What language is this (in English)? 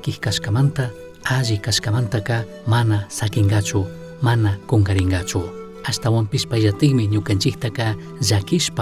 Chimborazo Highland Quichua